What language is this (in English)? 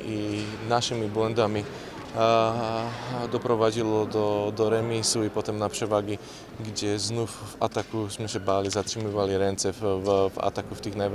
Polish